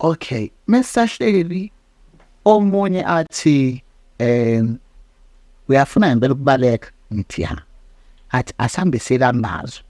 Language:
Zulu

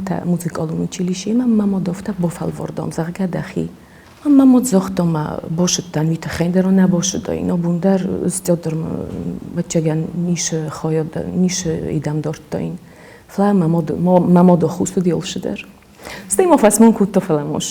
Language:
Ossetic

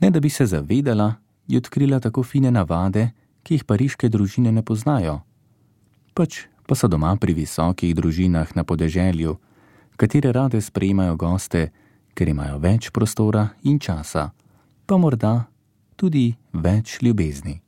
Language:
Slovenian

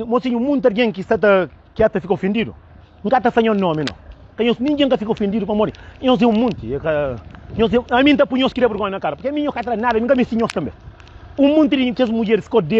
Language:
Kabuverdianu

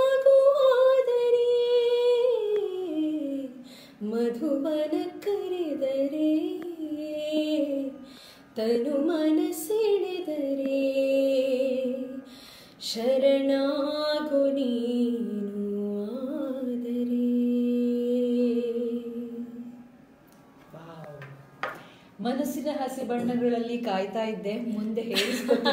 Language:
Kannada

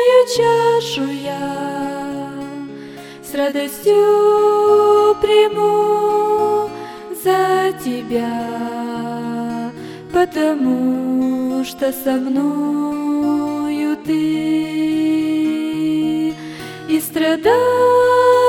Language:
Russian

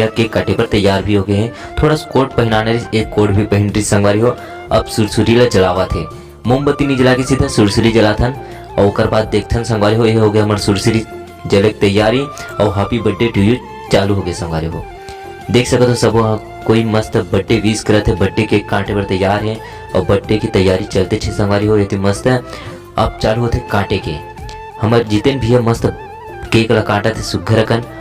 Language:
Chhattisgarhi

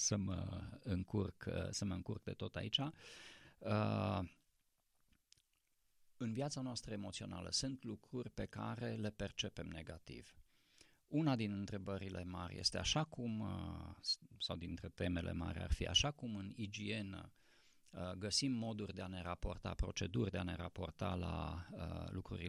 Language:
Romanian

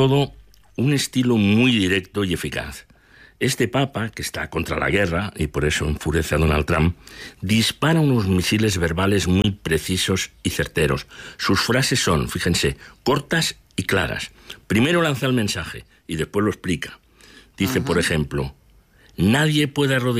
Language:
Spanish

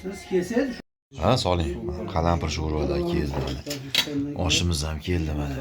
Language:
Uzbek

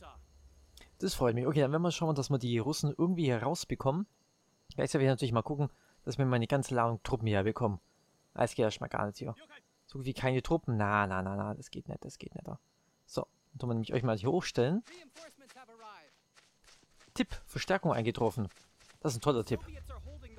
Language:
German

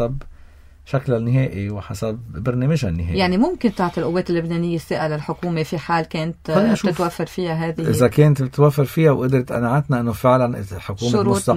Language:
North Levantine Arabic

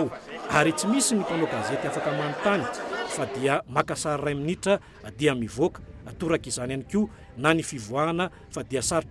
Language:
Malagasy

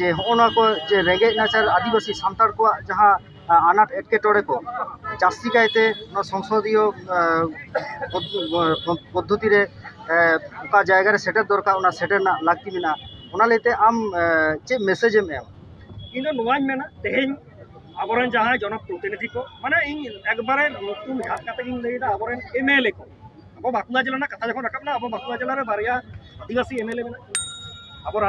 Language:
Santali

